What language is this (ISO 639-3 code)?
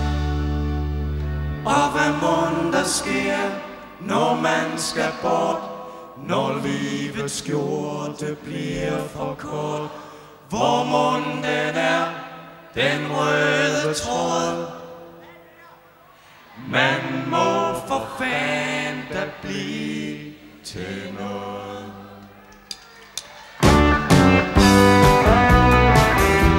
dan